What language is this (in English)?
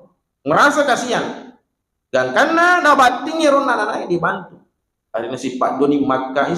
Buginese